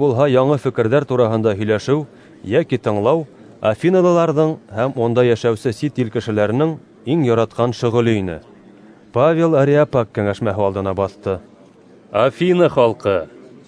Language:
Bashkir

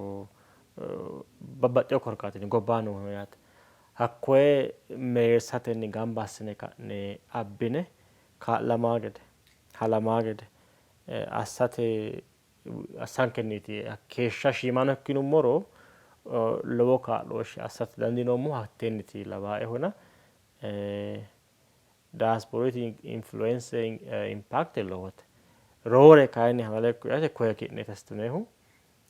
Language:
Sidamo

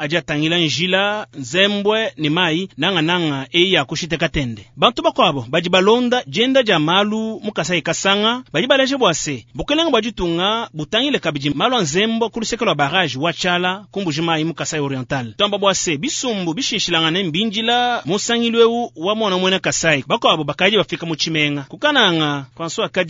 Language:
Luba-Lulua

